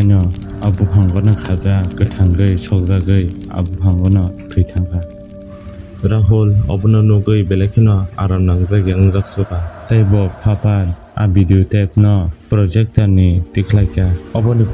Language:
Kok Borok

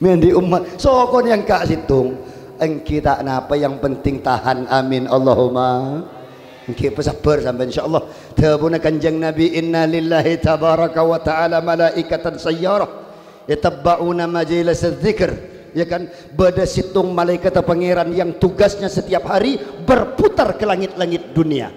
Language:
Madurese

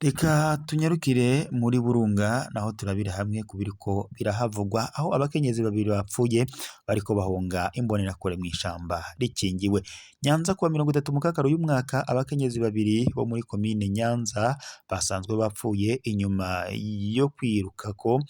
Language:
Rundi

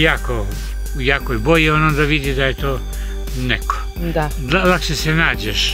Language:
Croatian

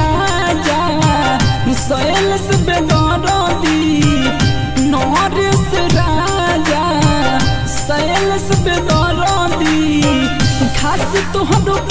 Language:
Bhojpuri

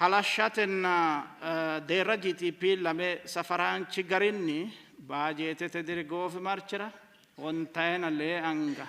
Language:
Sidamo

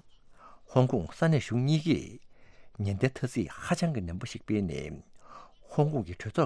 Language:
Tibetan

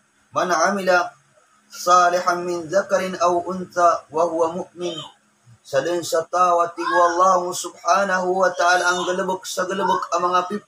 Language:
Maranao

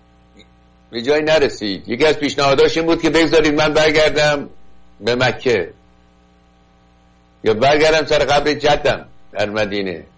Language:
Persian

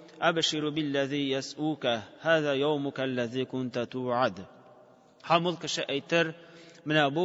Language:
Tatar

